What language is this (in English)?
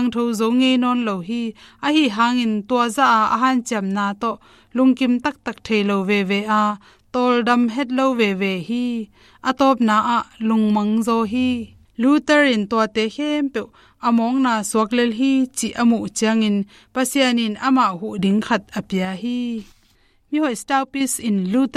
Tedim Chin